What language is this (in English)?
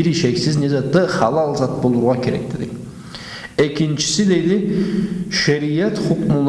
Karachay-Balkar